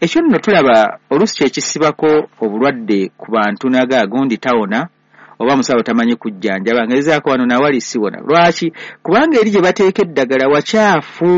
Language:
Ganda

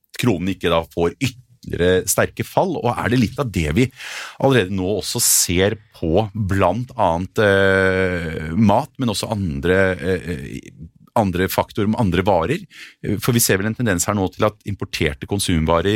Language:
Norwegian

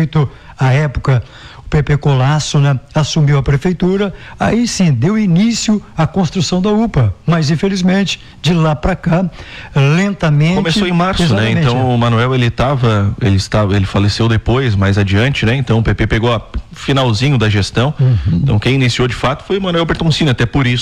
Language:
Portuguese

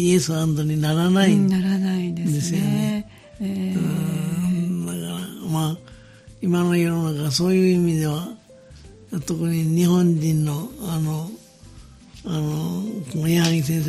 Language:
Japanese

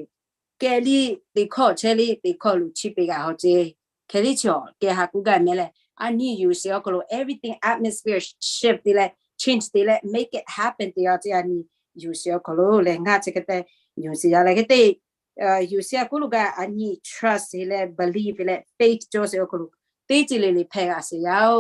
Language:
Lahu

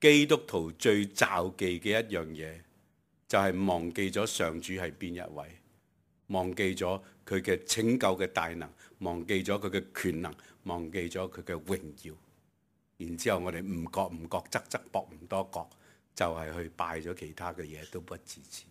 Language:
Cantonese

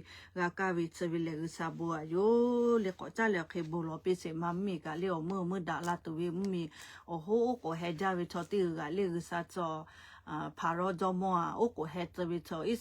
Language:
Lahu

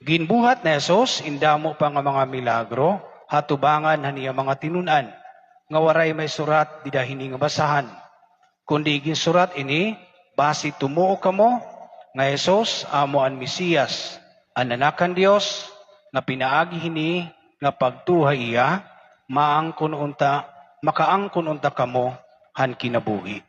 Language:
Waray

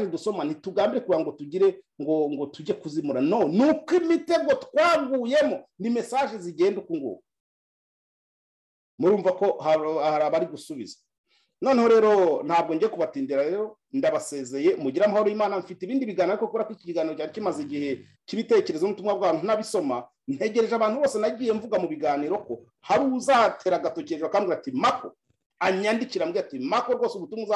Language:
Kinyarwanda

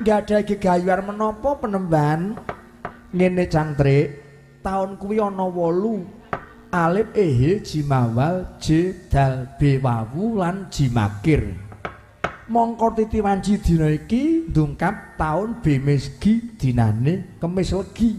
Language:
Javanese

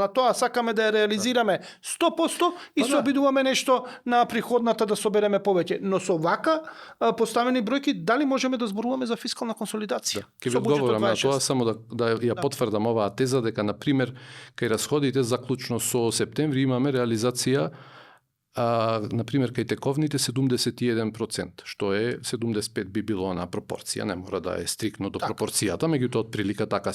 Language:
Macedonian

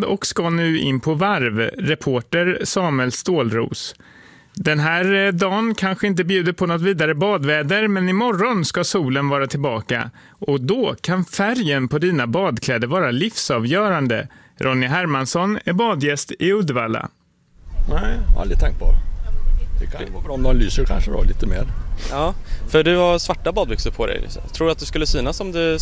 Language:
Swedish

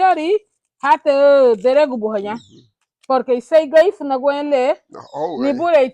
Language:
Garifuna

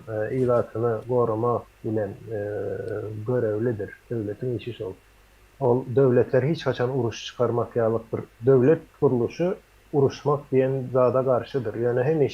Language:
Turkmen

